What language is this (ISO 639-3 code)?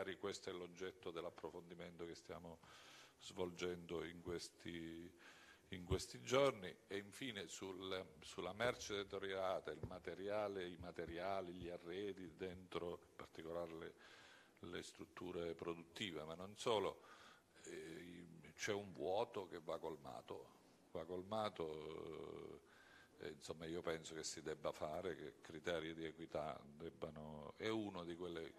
ita